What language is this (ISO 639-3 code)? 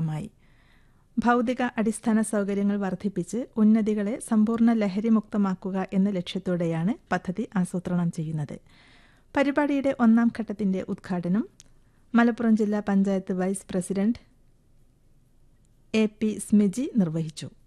mal